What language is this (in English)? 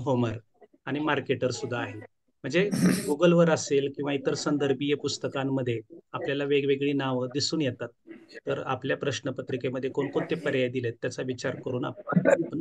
Marathi